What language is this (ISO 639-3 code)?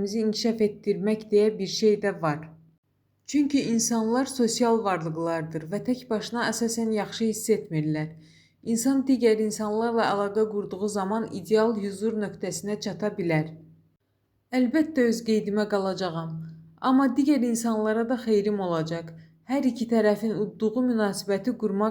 aze